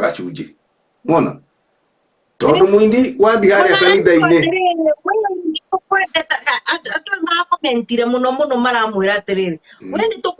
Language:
Kikuyu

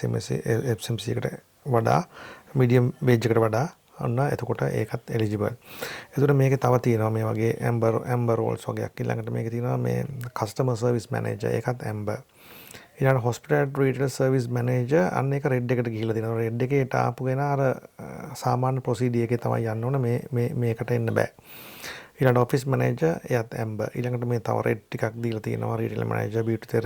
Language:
Sinhala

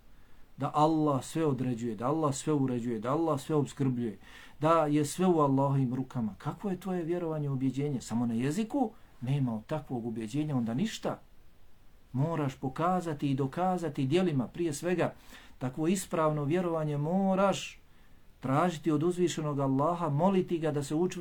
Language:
Bosnian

